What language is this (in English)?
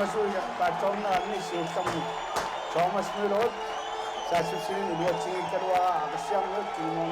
Kalaallisut